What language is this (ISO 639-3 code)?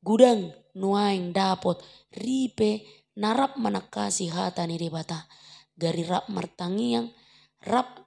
bbc